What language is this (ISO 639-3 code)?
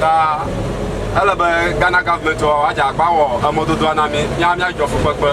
ewe